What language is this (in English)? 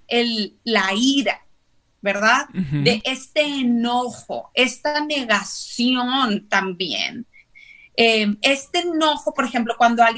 Spanish